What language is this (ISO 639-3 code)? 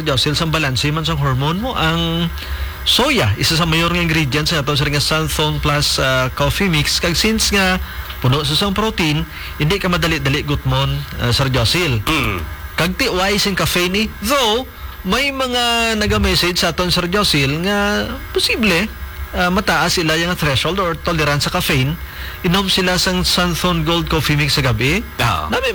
hil